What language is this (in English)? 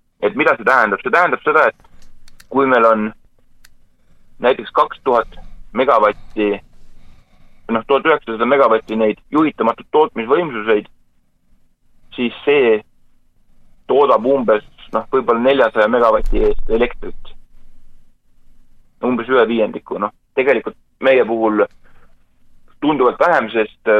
Estonian